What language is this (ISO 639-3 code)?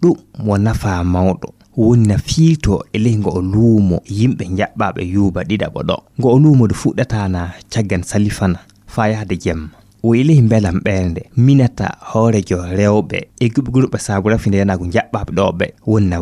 ful